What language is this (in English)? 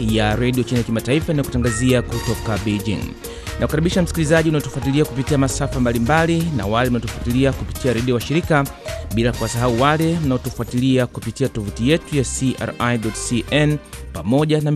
Swahili